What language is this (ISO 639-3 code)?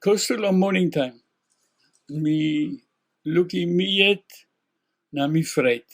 tpi